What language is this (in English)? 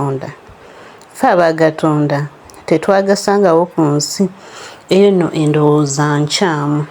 Ganda